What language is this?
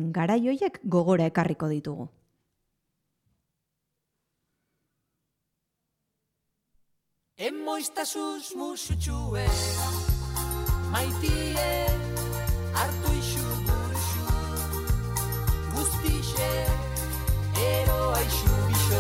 Basque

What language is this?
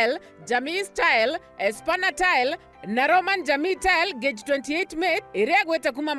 Meru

